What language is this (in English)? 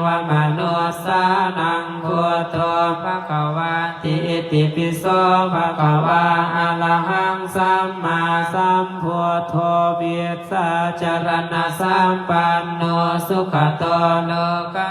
Pali